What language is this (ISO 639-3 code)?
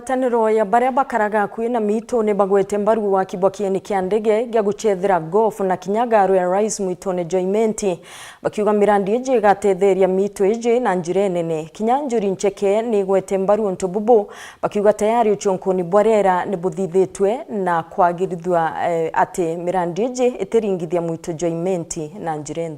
mer